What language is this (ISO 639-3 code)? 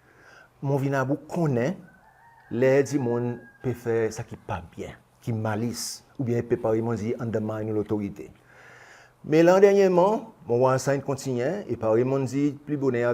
crs